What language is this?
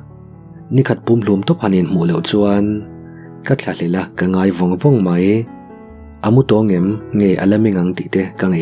Mizo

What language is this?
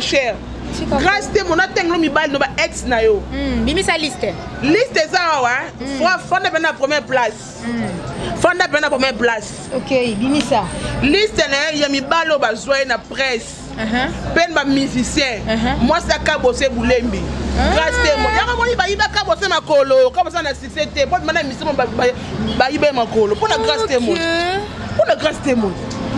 Lingala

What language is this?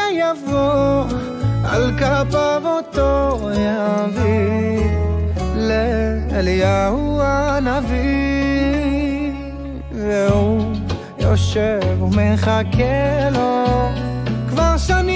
Hebrew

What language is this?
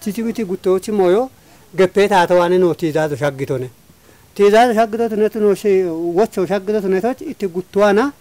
Kafa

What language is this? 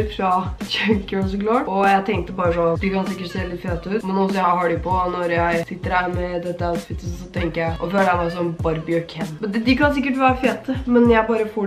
Norwegian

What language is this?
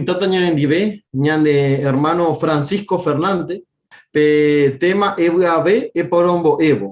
Guarani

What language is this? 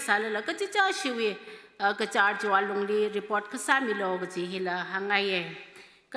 Tangkhul Naga (India)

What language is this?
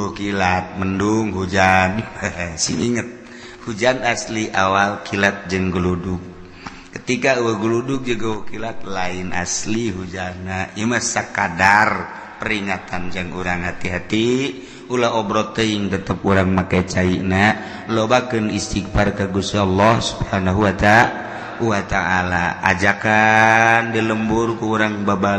Sundanese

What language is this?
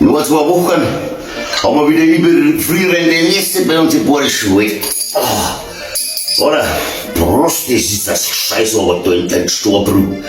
Bavarian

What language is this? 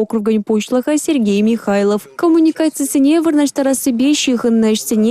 Chuvash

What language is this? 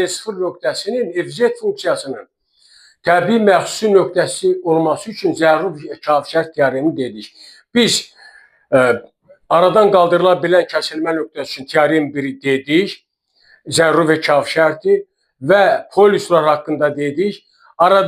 Azerbaijani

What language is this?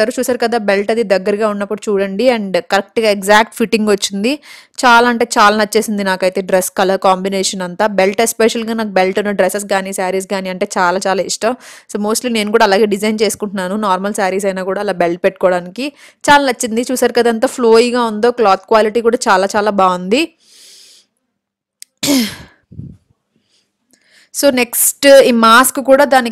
Telugu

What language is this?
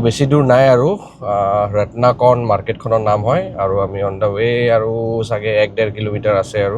Assamese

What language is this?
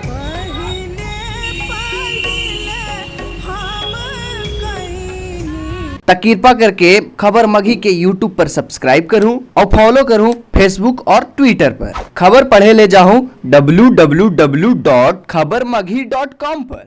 Magahi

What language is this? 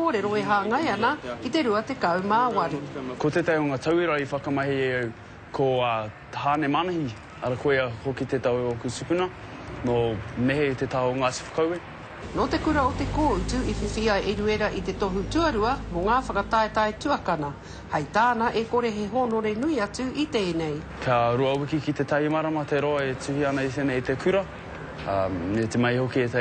Māori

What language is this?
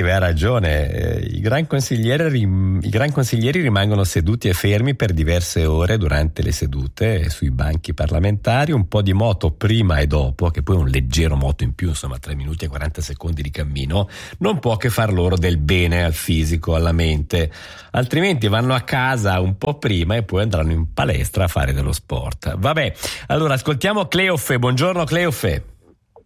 Italian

